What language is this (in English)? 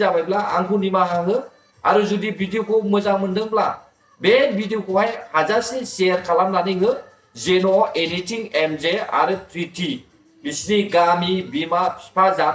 Bodo